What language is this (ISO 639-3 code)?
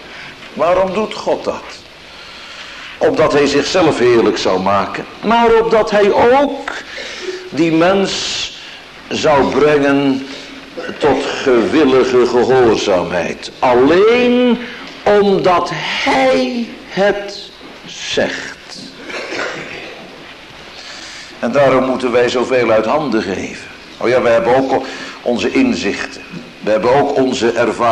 nld